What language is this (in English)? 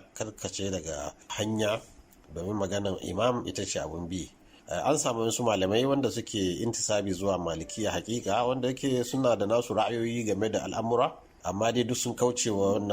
Hausa